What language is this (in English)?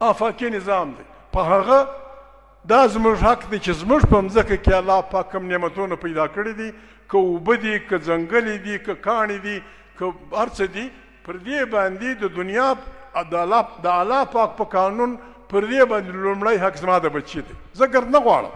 Pashto